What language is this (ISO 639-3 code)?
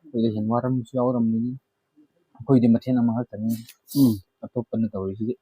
mni